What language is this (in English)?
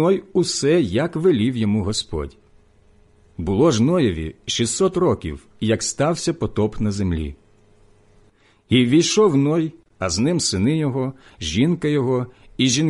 Ukrainian